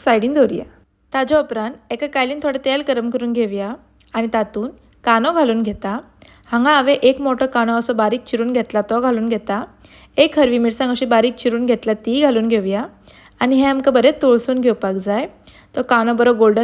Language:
Konkani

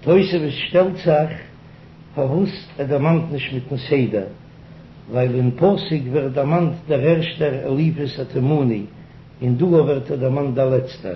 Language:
Yiddish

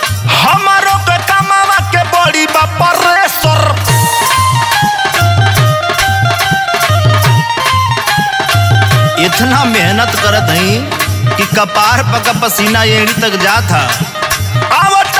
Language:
Bhojpuri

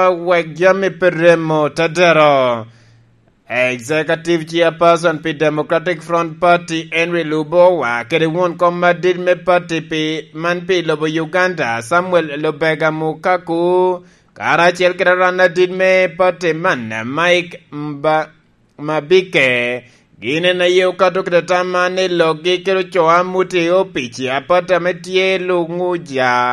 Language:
Lango (Uganda)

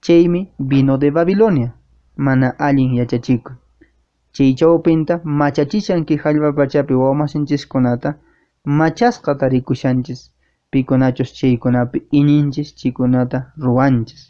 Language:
Quechua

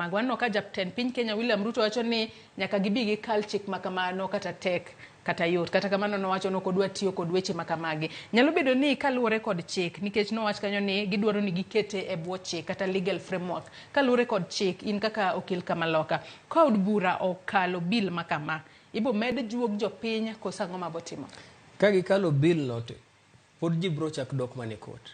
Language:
Luo (Kenya and Tanzania)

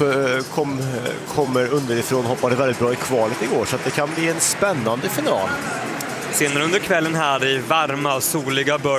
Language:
Swedish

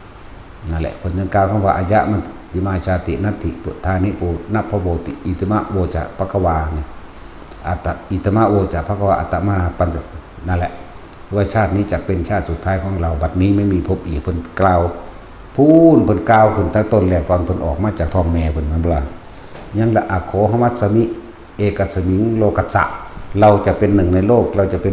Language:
Northeastern Thai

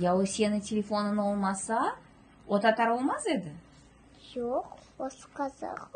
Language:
Crimean Tatar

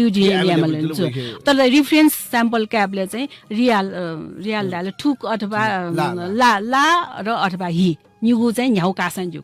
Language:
Newari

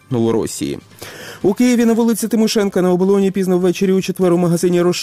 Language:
Ukrainian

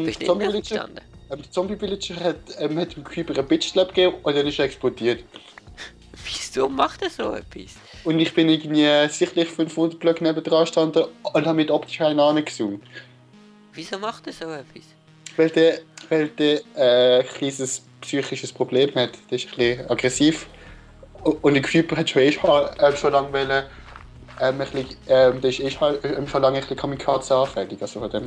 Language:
Swiss German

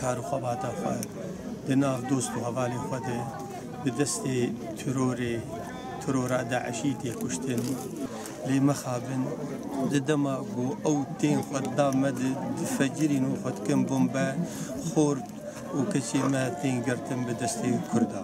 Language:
Kurdish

